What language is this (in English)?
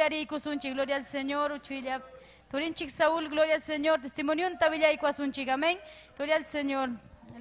Ayacucho Quechua